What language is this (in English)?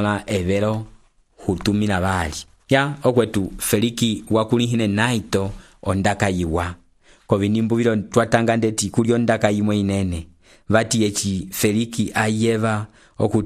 Umbundu